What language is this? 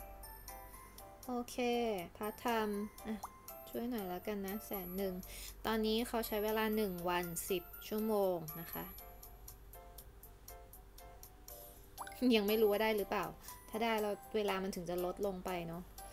Thai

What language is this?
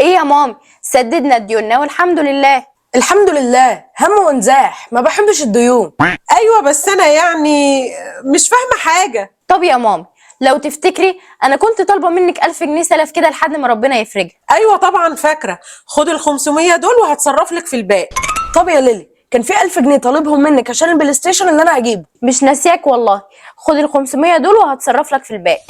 Egyptian Arabic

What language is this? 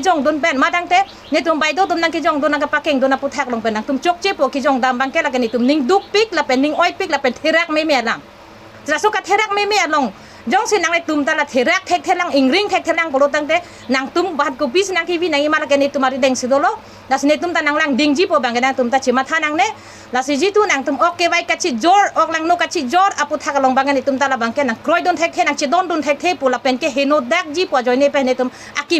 Karbi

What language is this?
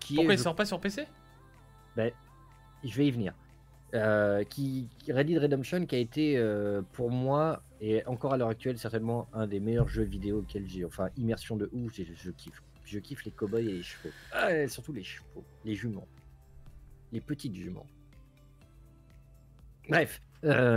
French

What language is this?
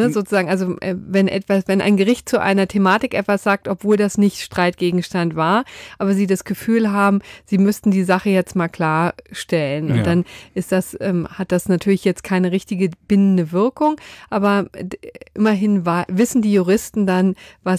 German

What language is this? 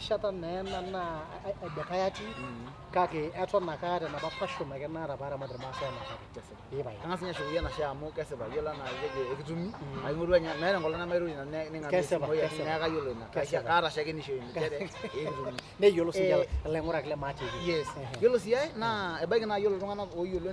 Masai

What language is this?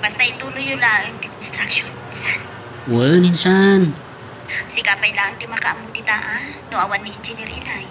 Iloko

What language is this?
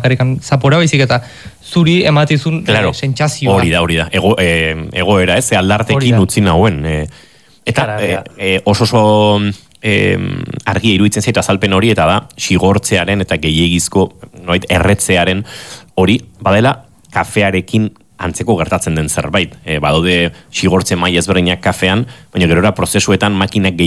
Basque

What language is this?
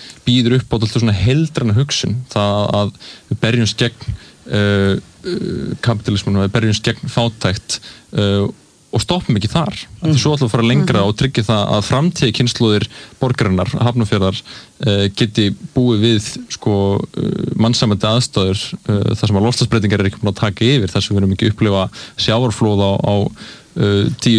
Icelandic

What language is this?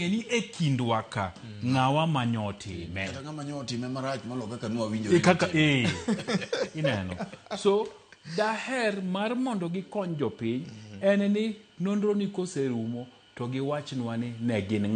Luo (Kenya and Tanzania)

